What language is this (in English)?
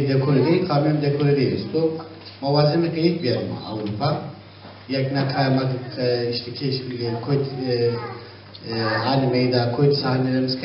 Zaza